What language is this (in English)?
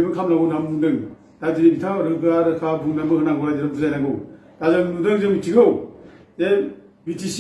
Bodo